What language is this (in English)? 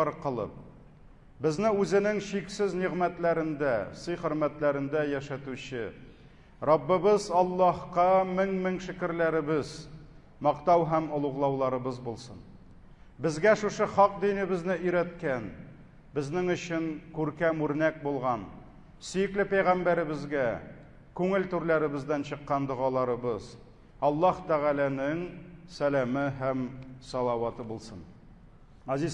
Tatar